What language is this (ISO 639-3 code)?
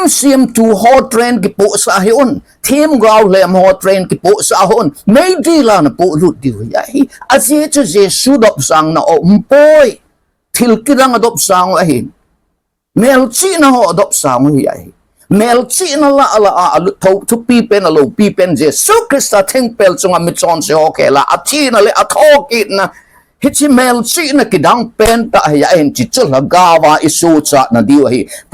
tcz